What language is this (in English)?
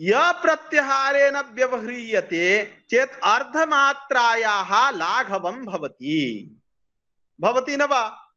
Sanskrit